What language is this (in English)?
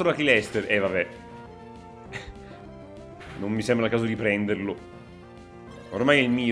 Italian